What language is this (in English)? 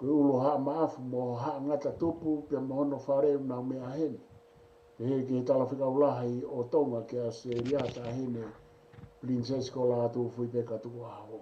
Tongan